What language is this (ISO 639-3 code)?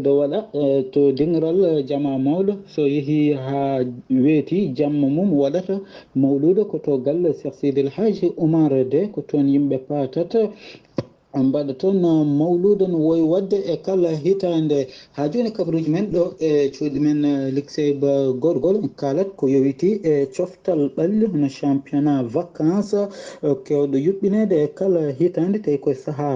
ful